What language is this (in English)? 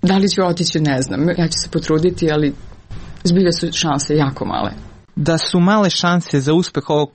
Serbian